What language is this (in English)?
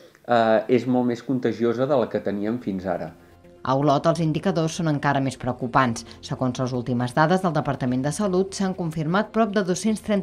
Catalan